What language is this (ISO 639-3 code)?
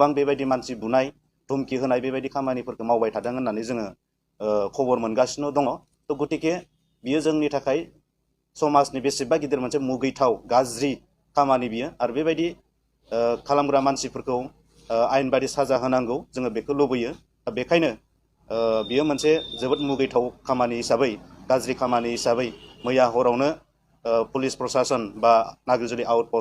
brx